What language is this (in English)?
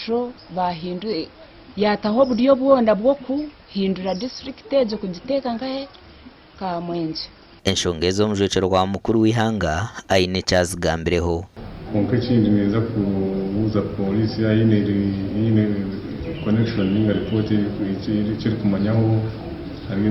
Nyankole